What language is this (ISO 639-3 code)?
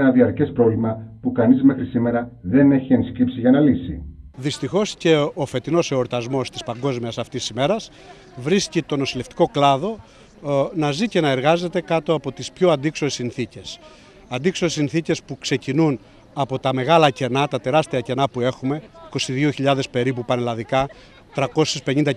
ell